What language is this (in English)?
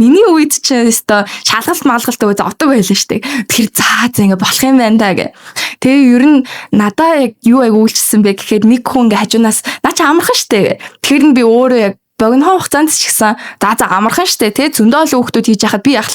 Mongolian